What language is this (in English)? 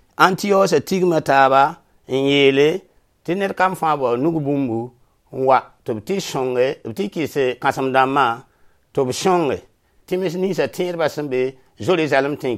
Mossi